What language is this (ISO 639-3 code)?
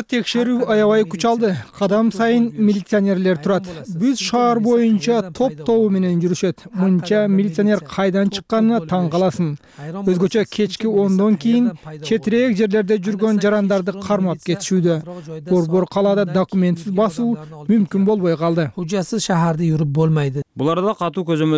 kir